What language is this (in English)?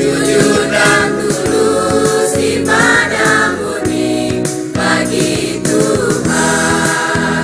Ambonese Malay